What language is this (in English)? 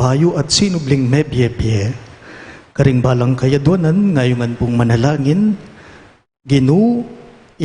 Pampanga